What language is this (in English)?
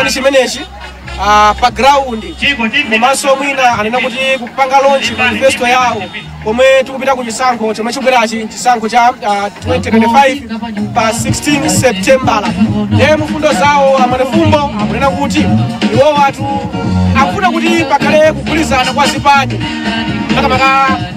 Nyanja